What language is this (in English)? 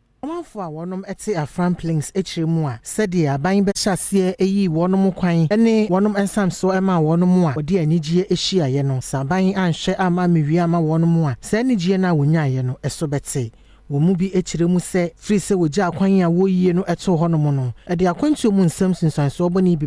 Akan